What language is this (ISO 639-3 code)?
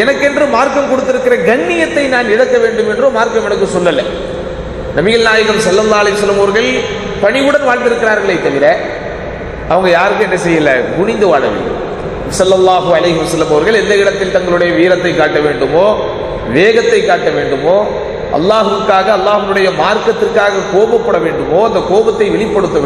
tam